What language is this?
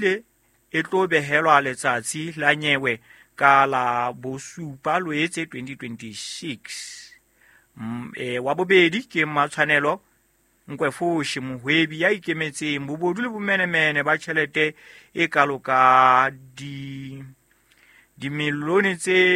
Southern Sotho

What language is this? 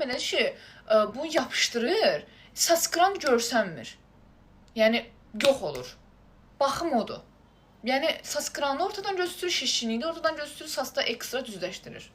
Azerbaijani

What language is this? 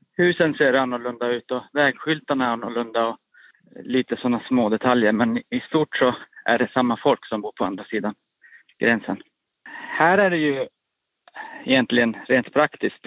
Swedish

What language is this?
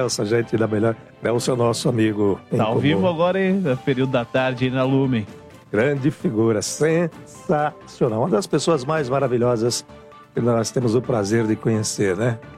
Portuguese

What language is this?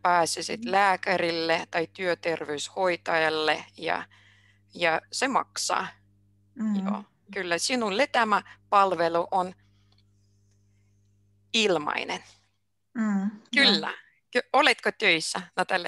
Finnish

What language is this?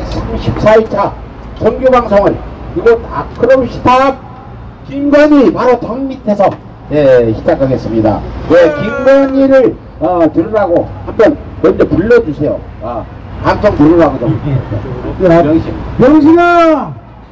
Korean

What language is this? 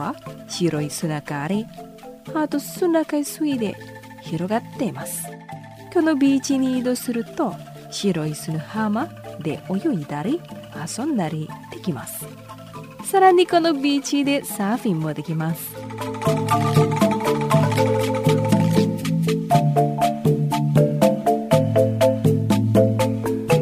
Japanese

